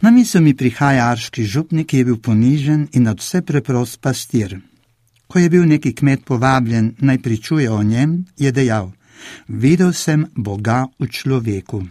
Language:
Slovenian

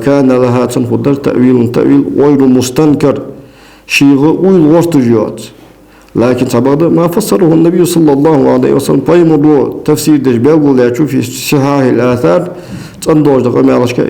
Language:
Ingush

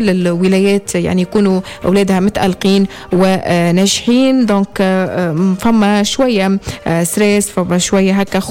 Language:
Tunisian Arabic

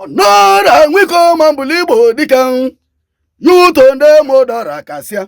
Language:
Igbo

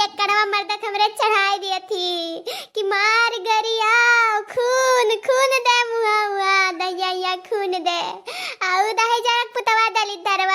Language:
Awadhi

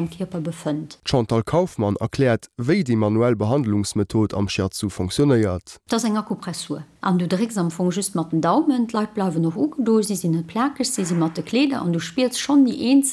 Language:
Luxembourgish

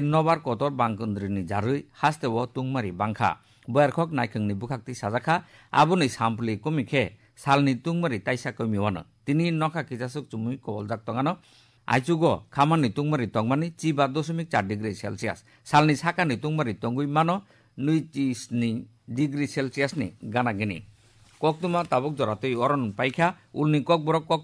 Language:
Kok Borok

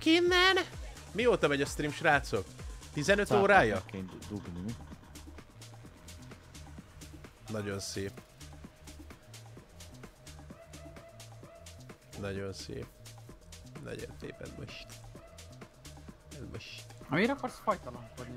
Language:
Hungarian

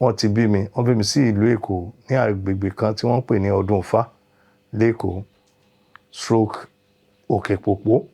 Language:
Yoruba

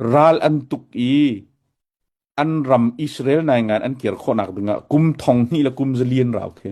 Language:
Hakha Chin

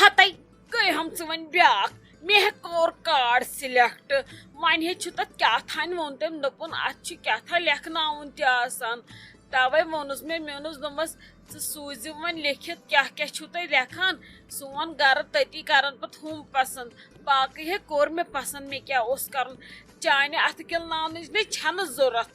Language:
Kashmiri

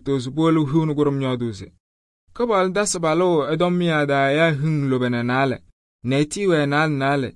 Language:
Kabiyè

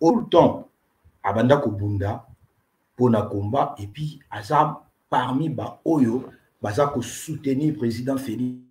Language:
Lingala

